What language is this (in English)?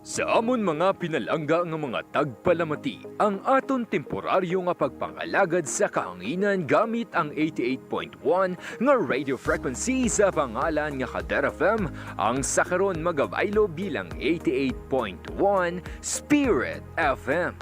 Hiligaynon